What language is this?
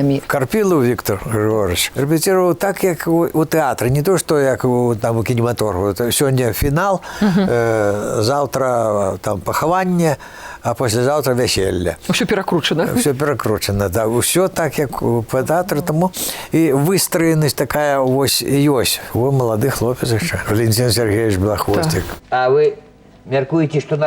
Belarusian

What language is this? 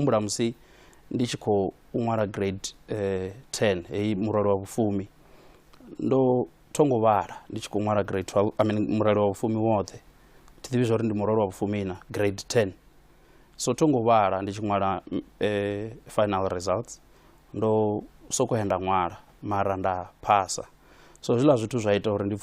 Venda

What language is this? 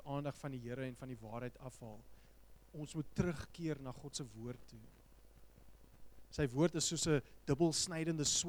Afrikaans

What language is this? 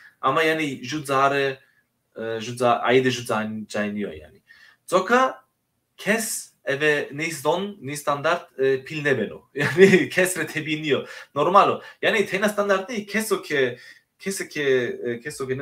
Zaza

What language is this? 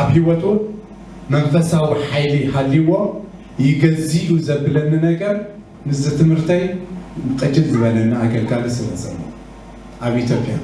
Tigrinya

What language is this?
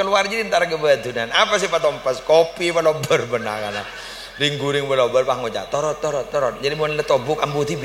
Madurese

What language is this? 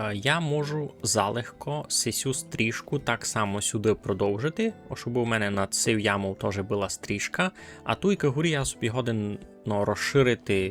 Rusyn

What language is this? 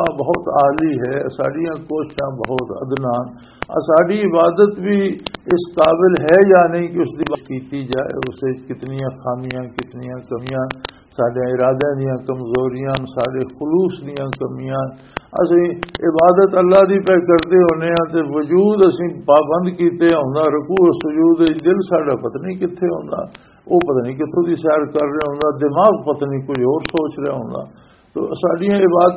Western Panjabi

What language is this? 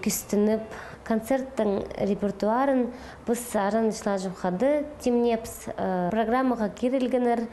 Khakas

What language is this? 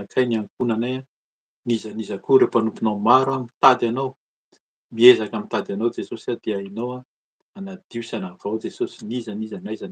Malagasy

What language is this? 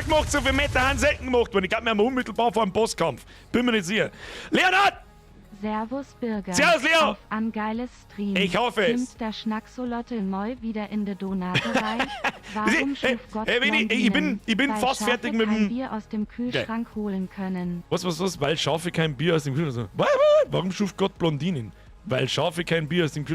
Bavarian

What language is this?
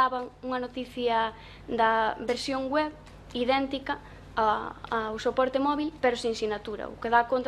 Galician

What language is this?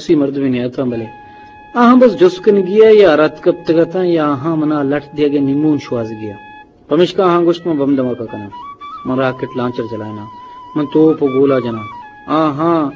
Eastern Balochi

